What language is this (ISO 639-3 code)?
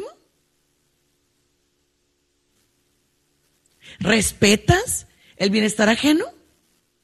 spa